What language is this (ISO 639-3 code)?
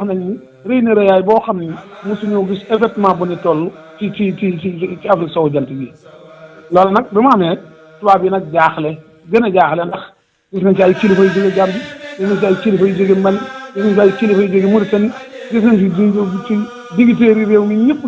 wol